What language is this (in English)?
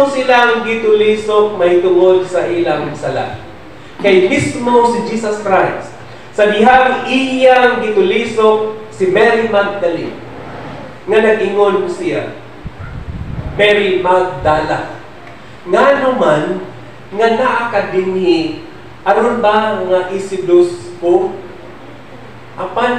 Cebuano